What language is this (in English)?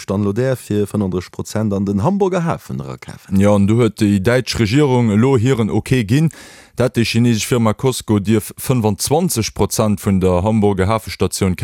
Luxembourgish